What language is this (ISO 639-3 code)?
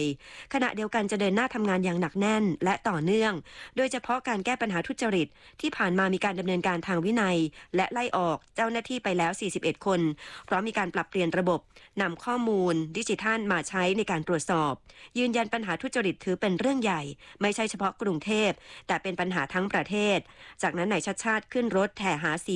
tha